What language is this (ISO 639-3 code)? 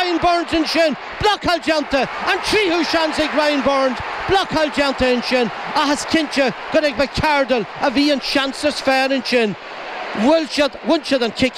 gle